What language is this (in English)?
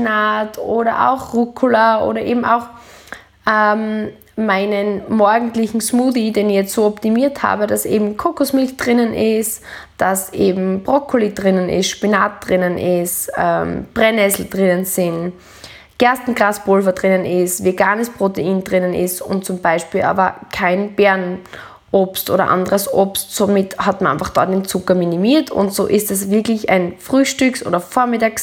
German